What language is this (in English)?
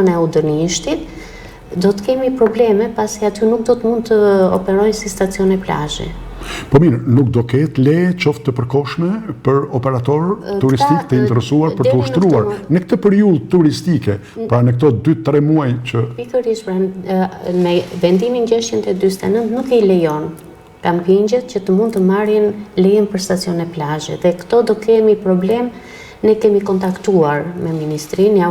Albanian